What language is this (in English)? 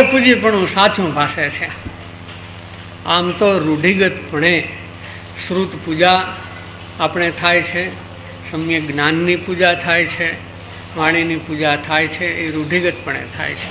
Gujarati